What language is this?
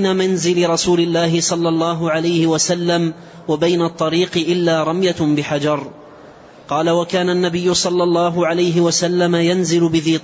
Arabic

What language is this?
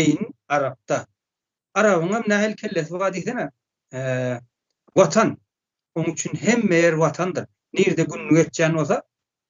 Turkmen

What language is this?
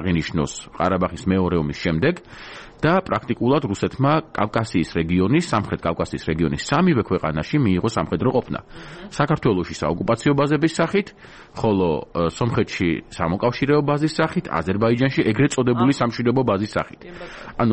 Georgian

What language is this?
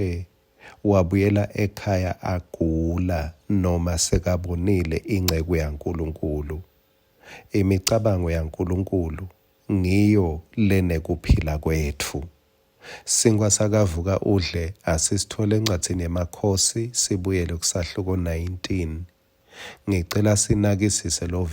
Swati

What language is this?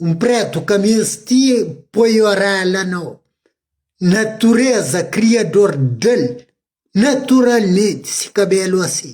Kabuverdianu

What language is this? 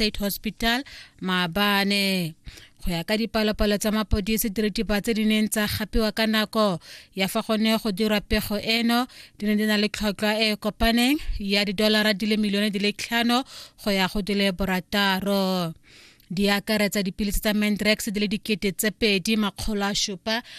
Tswana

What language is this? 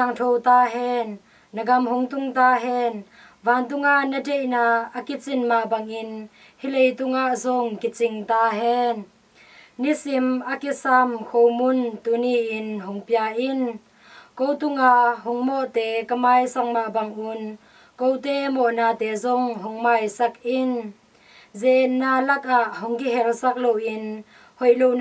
Tedim Chin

